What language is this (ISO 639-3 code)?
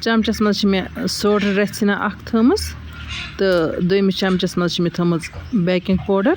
kas